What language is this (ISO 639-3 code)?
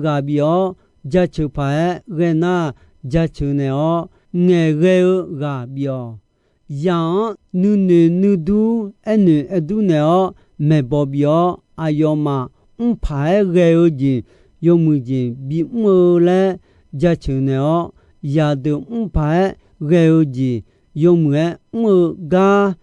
ahk